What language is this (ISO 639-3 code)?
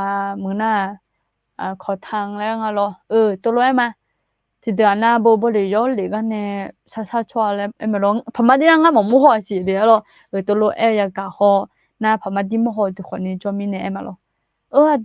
ahk